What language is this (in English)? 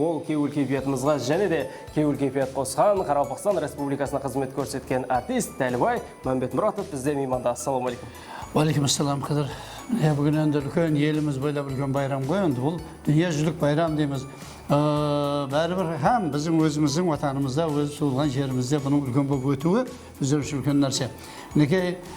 Kara-Kalpak